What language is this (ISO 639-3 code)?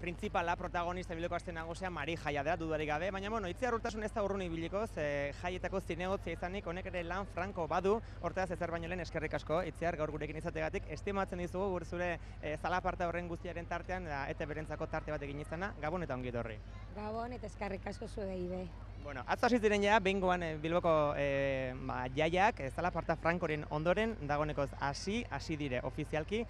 eus